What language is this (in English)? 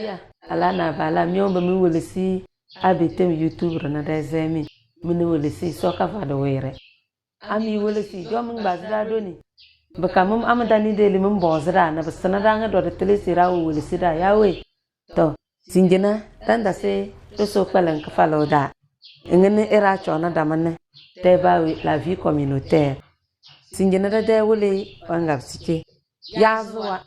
Tem